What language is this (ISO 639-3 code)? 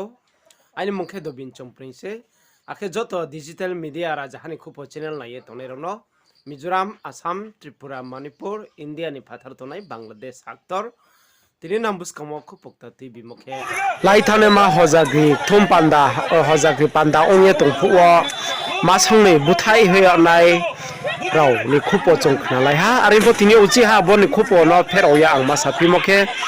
ria